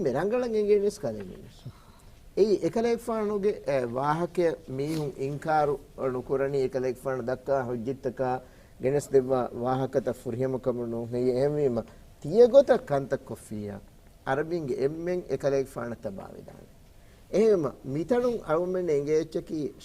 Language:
Divehi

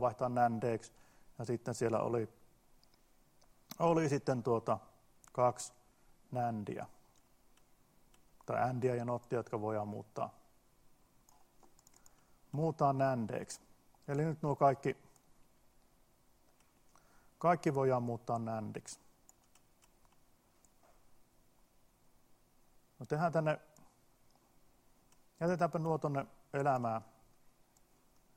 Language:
Finnish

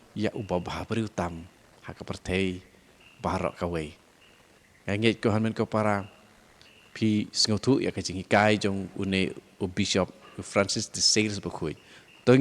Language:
Khasi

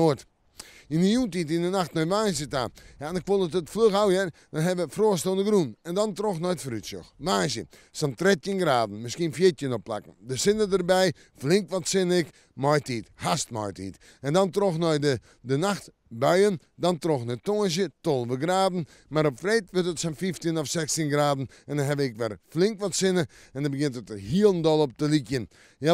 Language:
Western Frisian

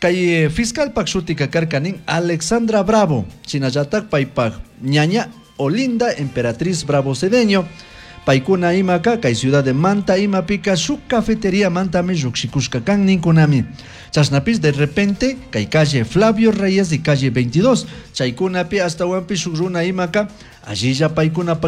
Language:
Chimborazo Highland Quichua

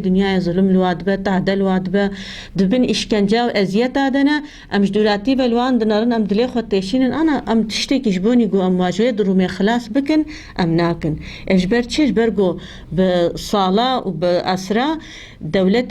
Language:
Kurdish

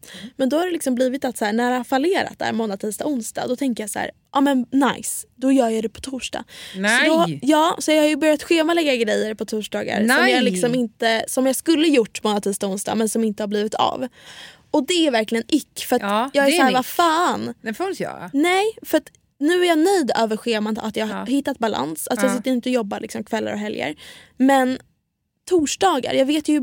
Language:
Swedish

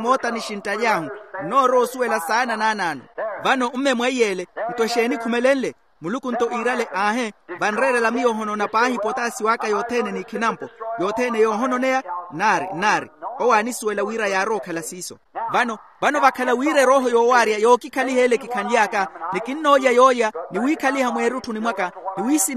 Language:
Makhuwa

